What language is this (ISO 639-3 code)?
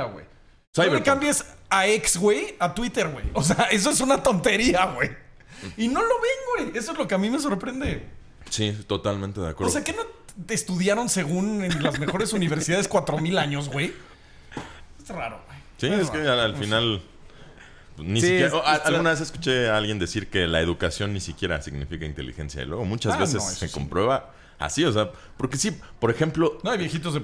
spa